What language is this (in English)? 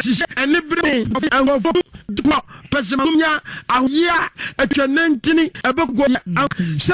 Akan